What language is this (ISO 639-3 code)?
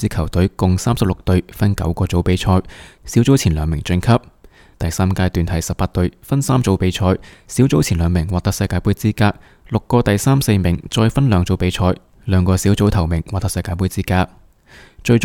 yue